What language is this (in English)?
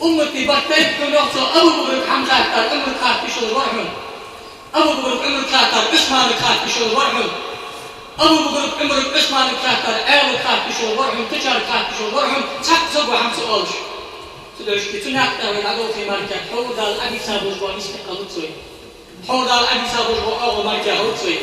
Ingush